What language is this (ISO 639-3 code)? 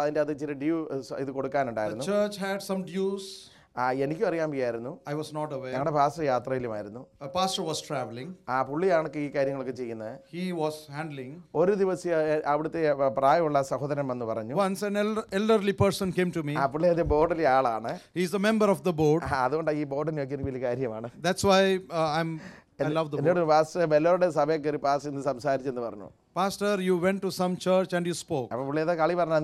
mal